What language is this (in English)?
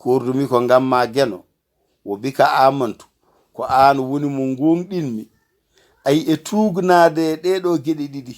Fula